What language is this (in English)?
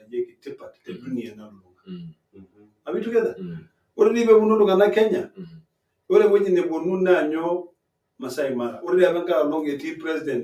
Masai